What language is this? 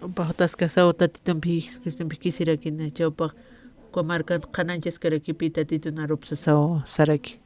Aymara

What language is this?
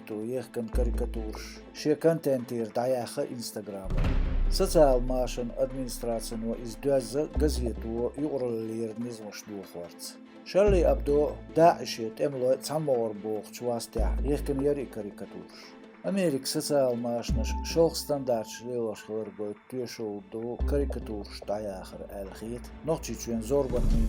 Chechen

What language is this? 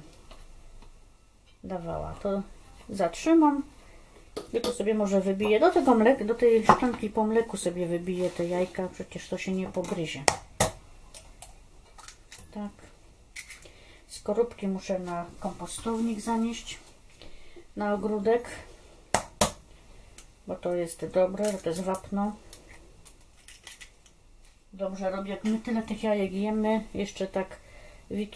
Polish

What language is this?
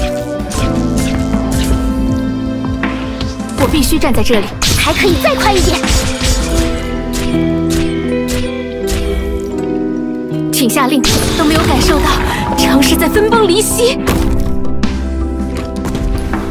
Chinese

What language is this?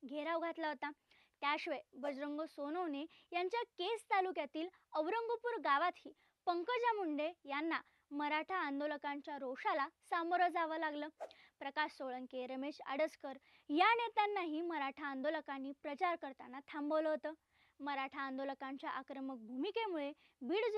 Marathi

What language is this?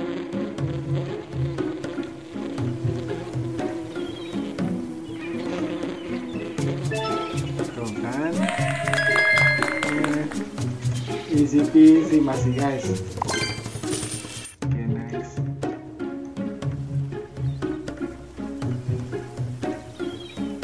Indonesian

